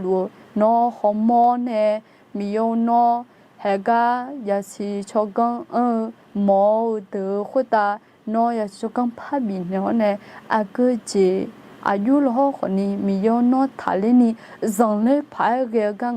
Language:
Akha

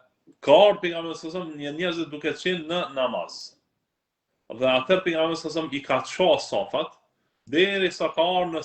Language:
Albanian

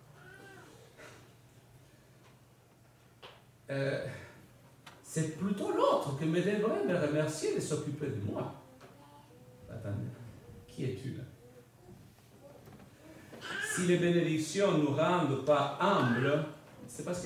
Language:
French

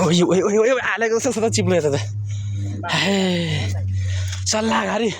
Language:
Nepali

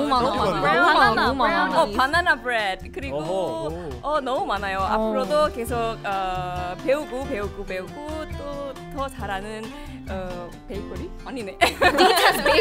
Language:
Korean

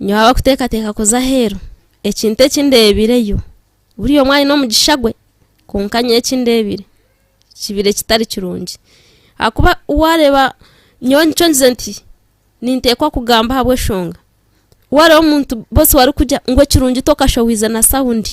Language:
Nyankole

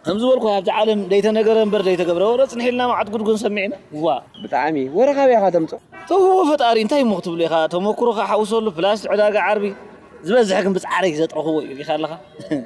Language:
Tigrinya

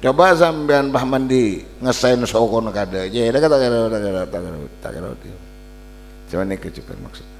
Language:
Madurese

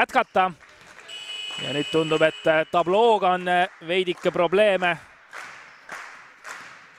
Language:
Estonian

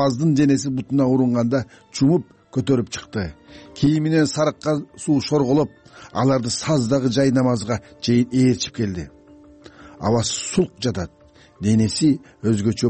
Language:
Kyrgyz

